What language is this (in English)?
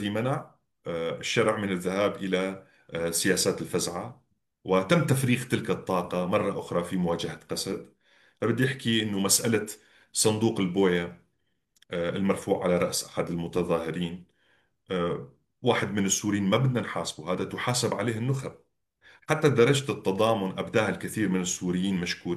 North Levantine Arabic